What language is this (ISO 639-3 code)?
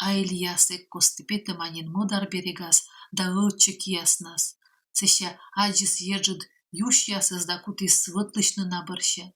kom